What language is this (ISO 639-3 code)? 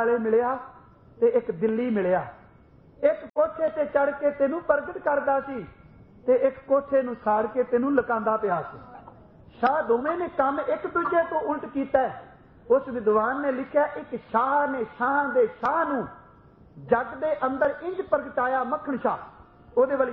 pan